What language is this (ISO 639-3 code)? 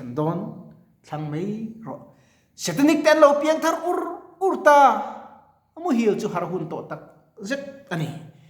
lus